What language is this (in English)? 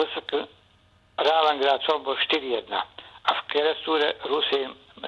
Bosnian